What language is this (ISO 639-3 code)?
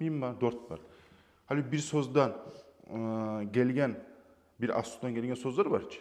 kum